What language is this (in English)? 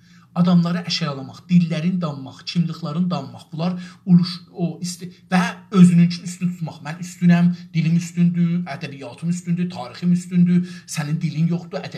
South Azerbaijani